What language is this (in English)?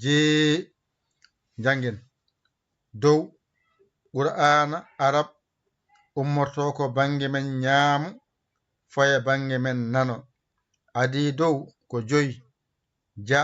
Fula